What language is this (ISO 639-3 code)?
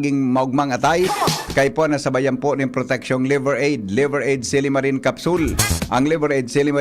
bik